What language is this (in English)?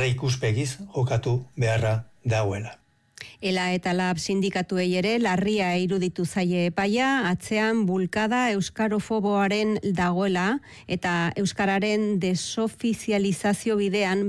Basque